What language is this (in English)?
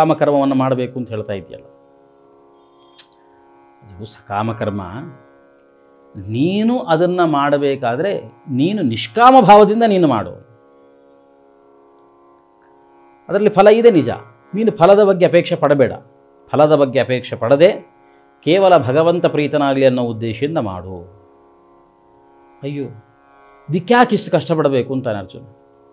Kannada